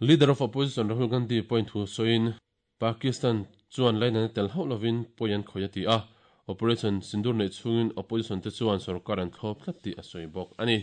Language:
Mizo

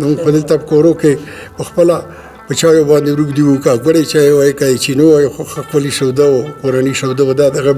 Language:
Pashto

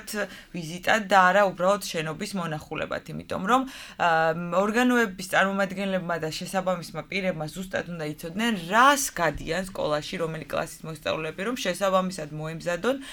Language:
Georgian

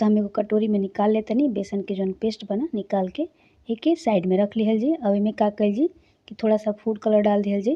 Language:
Bhojpuri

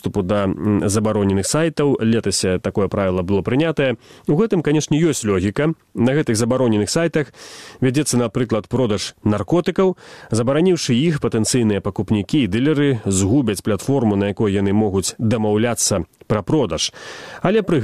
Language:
Belarusian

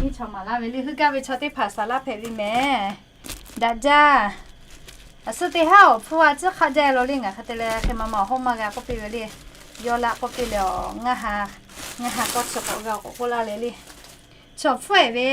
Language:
Lahu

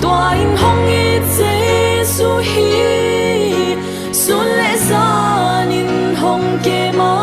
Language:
Paite Chin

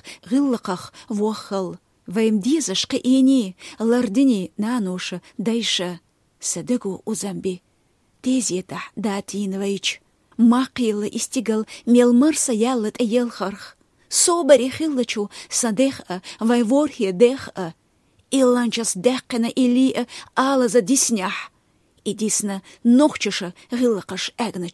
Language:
Lithuanian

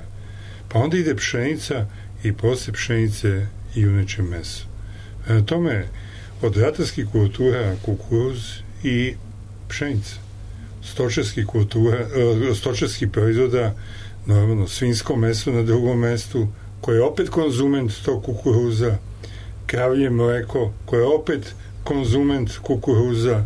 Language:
Serbian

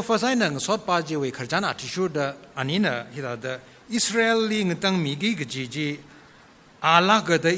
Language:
Tangkhul Naga (India)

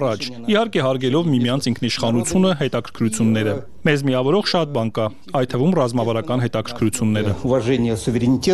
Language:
Armenian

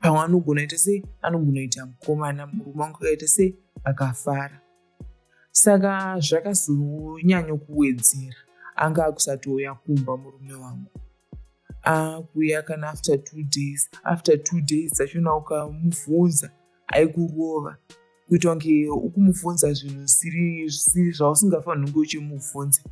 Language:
Shona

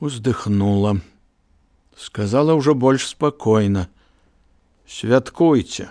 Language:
Belarusian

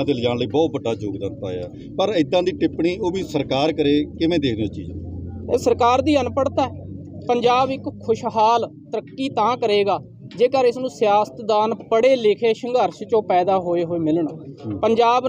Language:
Punjabi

